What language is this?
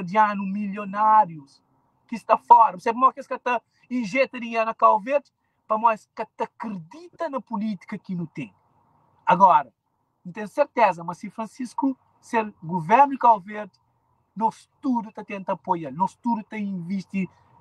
Kabuverdianu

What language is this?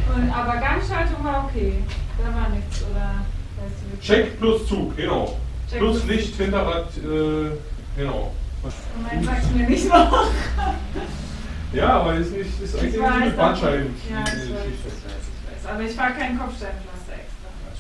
German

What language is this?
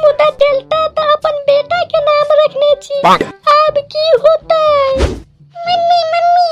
Maithili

